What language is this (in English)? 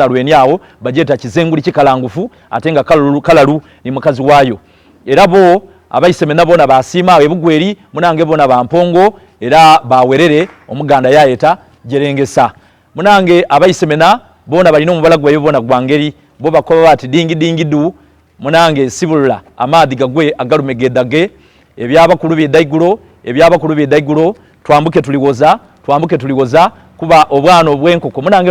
Soga